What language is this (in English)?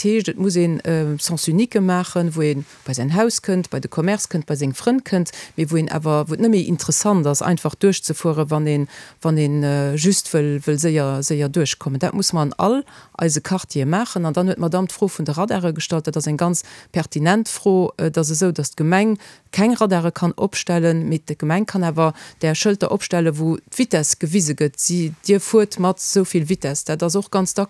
Luxembourgish